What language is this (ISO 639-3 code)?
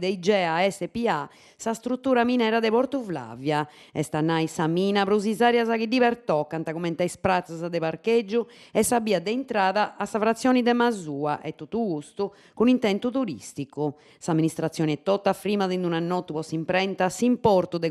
srd